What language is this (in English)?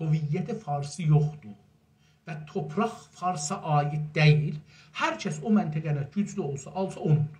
South Azerbaijani